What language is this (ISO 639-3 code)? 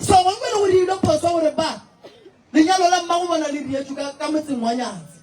nso